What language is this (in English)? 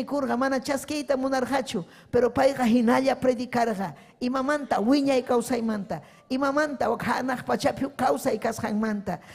Ayacucho Quechua